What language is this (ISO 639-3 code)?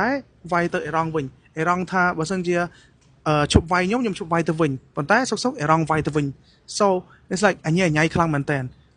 khm